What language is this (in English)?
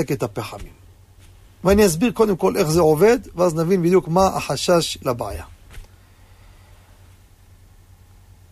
Hebrew